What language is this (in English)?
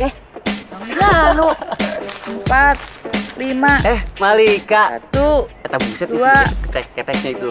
Betawi